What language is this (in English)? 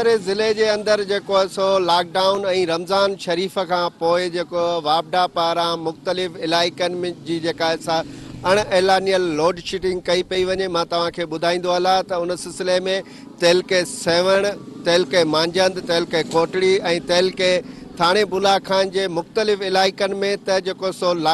Sindhi